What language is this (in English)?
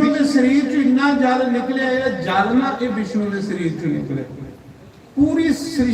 Dogri